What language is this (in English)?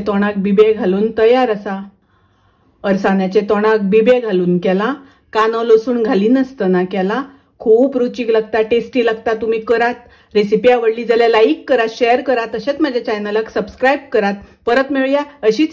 Konkani